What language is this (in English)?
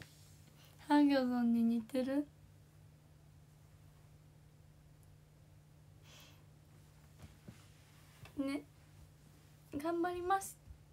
Japanese